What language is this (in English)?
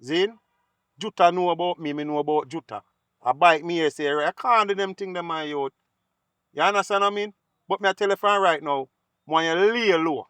Jamaican Creole English